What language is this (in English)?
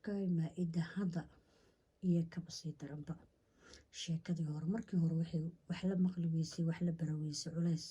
Somali